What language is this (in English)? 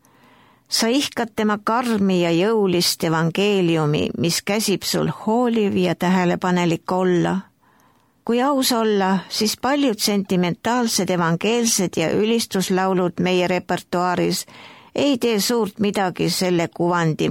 Estonian